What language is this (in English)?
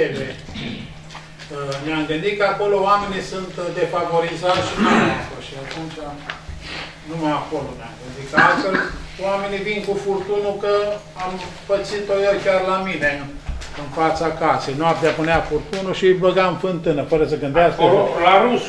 Romanian